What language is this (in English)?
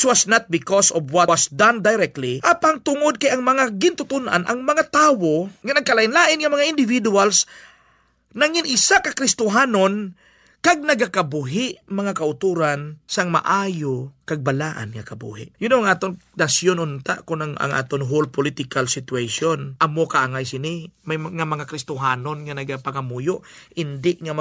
Hiligaynon